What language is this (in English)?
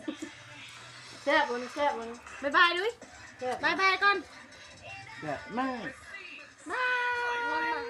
Lao